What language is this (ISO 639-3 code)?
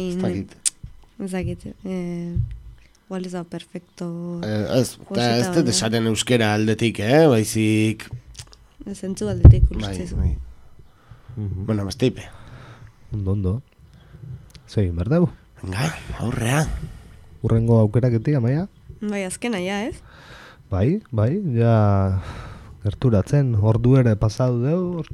eus